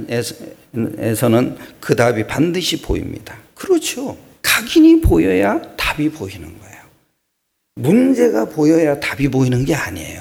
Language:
Korean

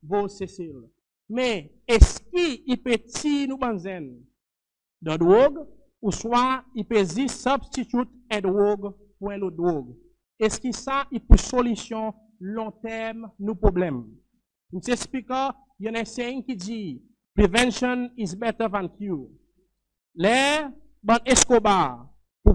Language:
Seselwa Creole French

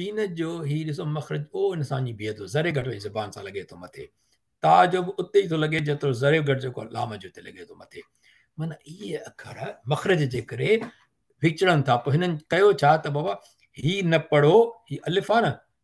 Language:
Sindhi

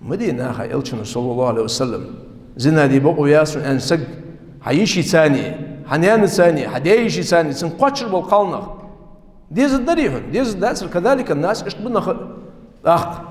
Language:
Ingush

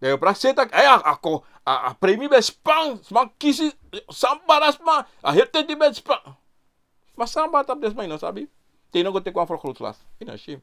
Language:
Sranan Tongo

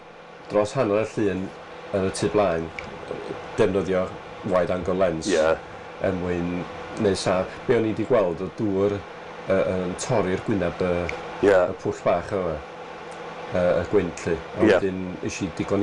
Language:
Welsh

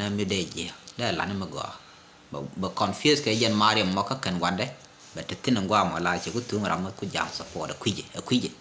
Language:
Nuer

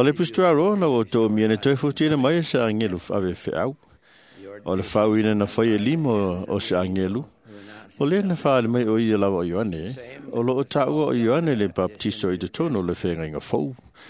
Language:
Samoan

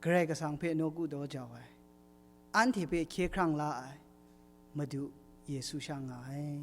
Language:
Kachin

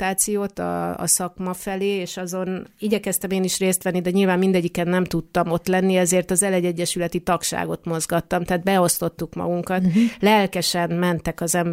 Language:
Hungarian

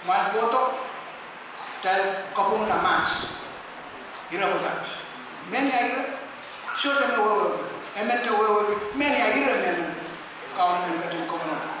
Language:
Pohnpeian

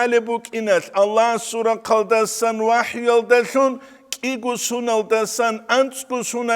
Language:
Avaric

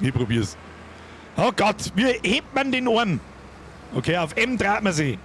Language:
Bavarian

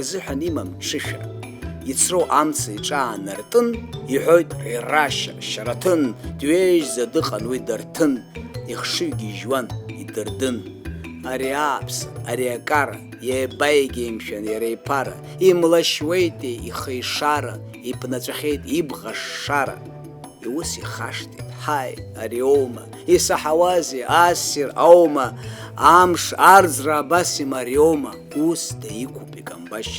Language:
Abkhazian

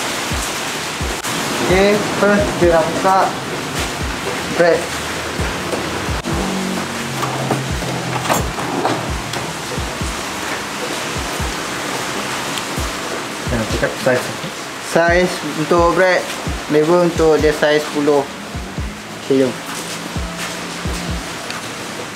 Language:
Malay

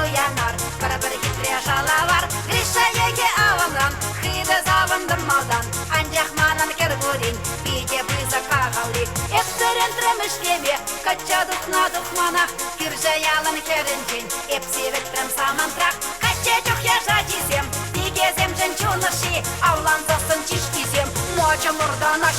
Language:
Chuvash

